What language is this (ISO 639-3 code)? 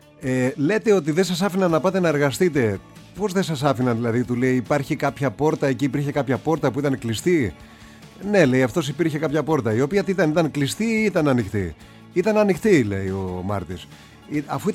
ell